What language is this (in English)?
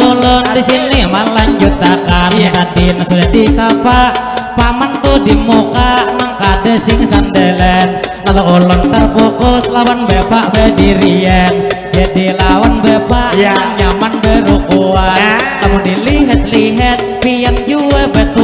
Banjar